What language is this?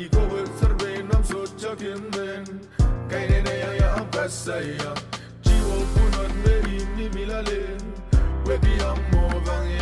Pohnpeian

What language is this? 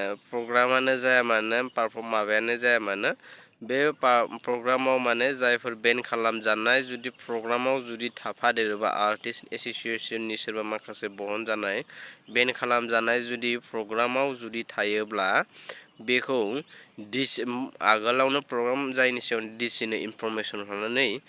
Bodo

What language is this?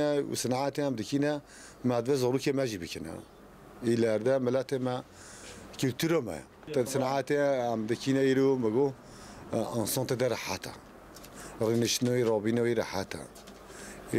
Kurdish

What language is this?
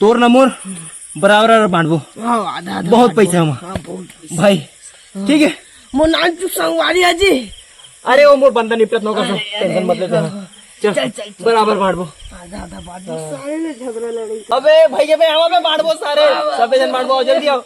Chhattisgarhi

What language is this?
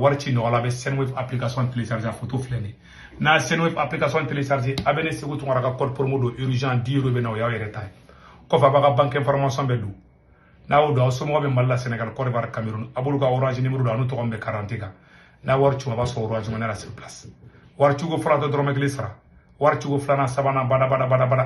Bambara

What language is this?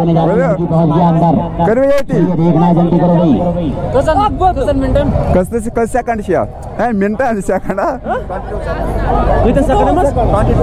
Kashmiri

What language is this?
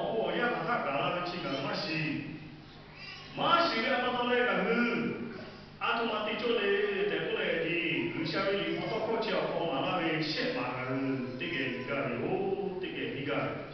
Lahu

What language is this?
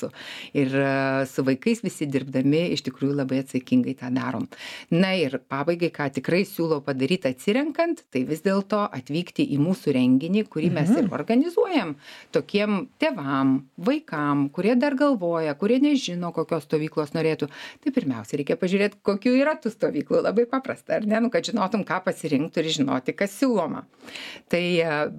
Lithuanian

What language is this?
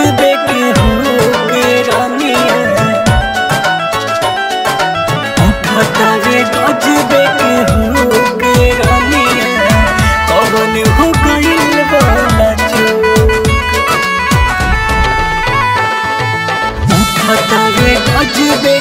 Bhojpuri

